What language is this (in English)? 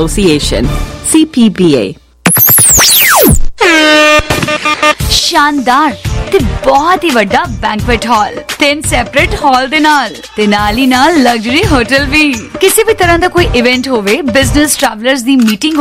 Punjabi